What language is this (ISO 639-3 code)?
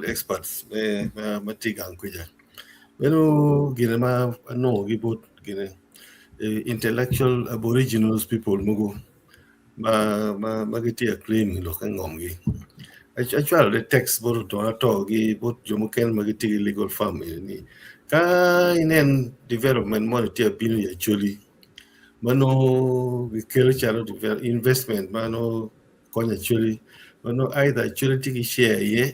ach